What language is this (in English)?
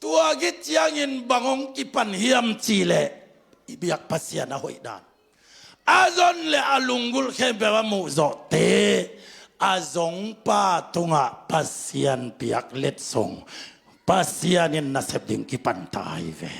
Tedim Chin